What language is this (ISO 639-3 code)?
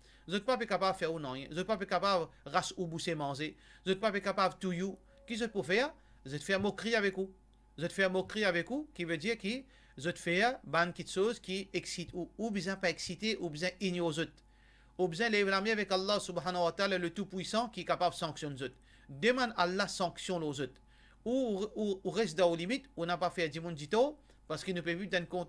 mfe